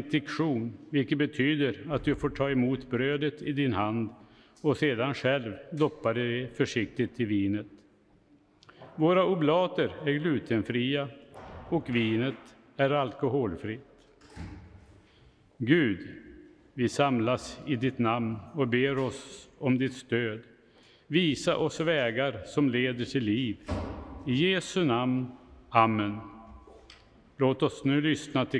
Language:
Swedish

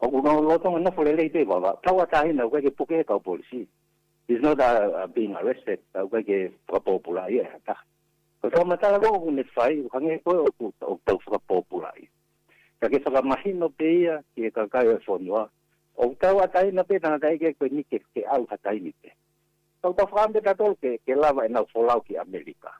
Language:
Tongan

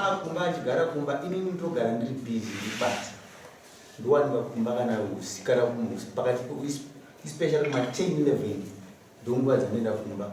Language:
Shona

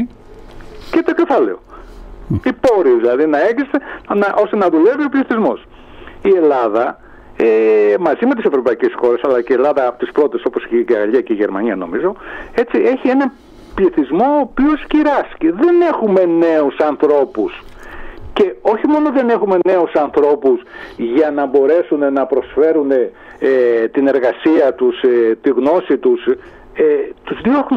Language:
Greek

